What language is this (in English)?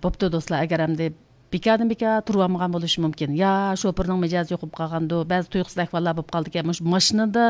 Uyghur